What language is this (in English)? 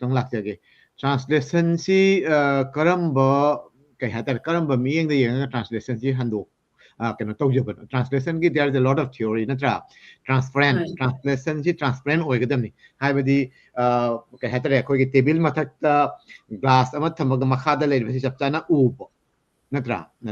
Manipuri